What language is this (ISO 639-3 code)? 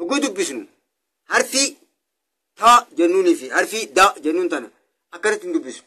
orm